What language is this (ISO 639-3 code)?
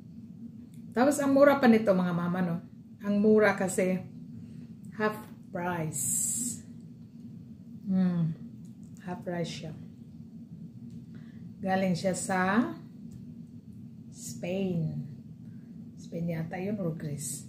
fil